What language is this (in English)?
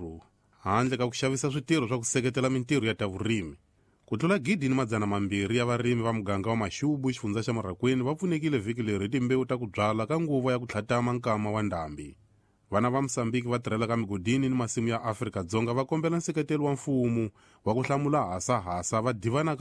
Tsonga